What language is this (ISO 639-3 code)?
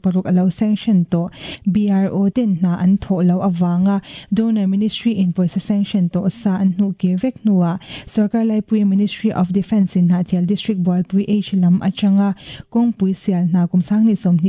lus